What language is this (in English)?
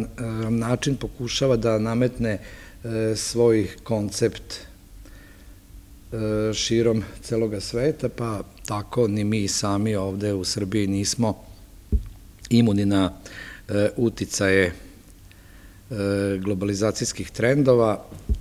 Serbian